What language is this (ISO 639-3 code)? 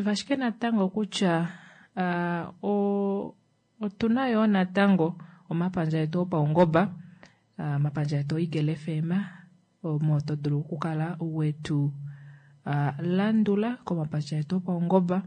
kua